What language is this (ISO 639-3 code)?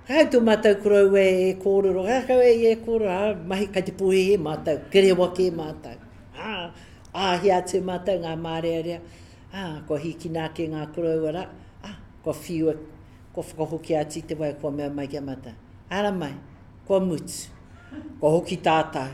mri